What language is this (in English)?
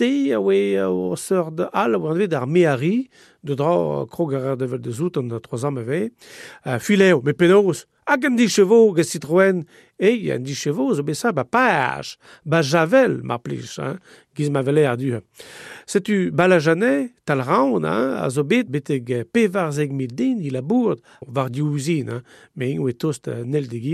Breton